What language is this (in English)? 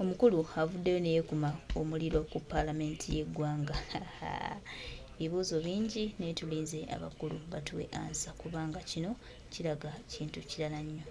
Ganda